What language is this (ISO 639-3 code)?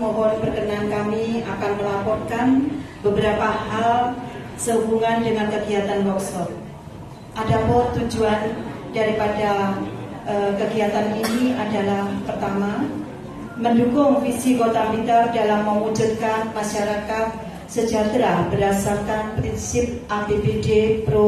ind